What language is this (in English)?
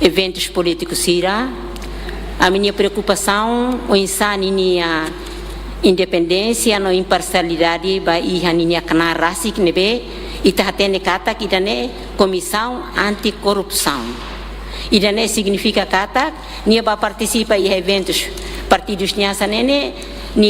Tetum